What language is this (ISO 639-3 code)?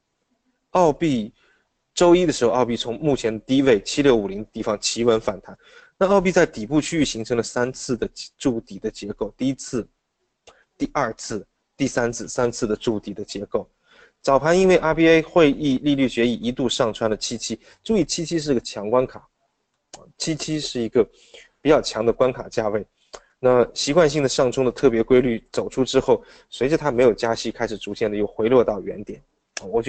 zho